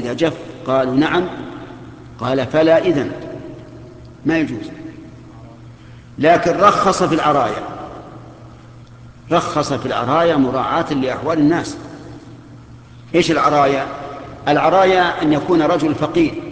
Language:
Arabic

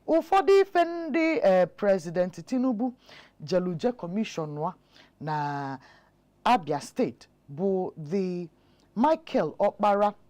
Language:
Igbo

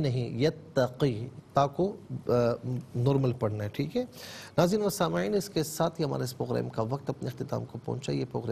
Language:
Urdu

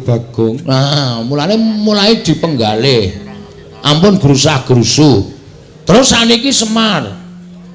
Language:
Javanese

